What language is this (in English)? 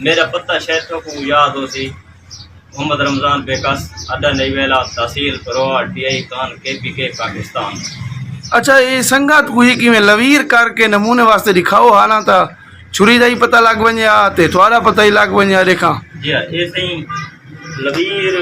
Saraiki